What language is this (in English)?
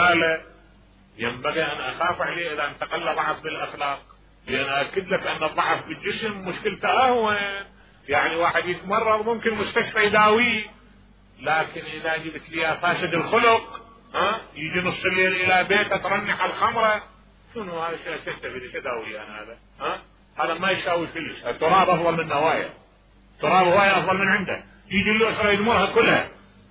Mesopotamian Arabic